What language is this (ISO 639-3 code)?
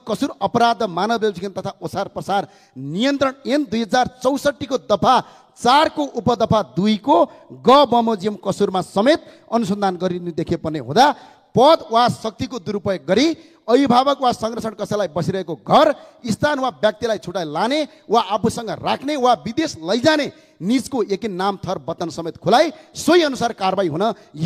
nep